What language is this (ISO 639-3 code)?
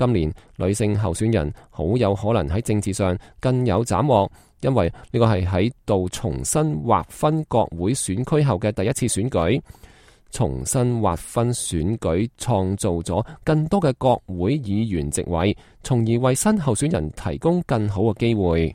yue